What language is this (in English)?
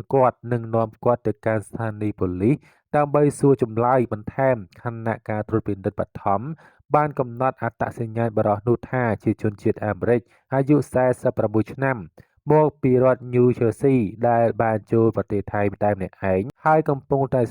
Khmer